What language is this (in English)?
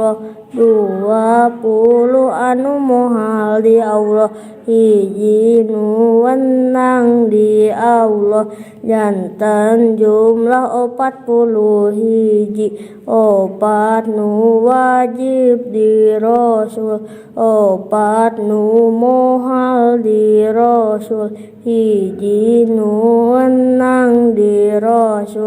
Sundanese